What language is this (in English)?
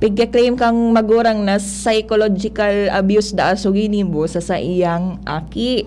Bikol